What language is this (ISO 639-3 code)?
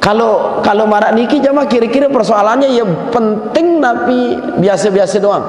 sas